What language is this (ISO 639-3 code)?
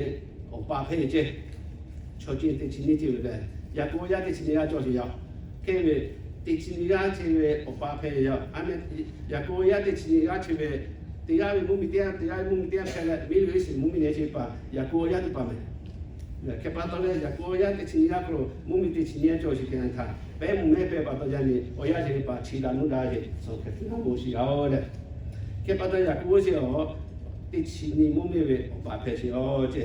lhu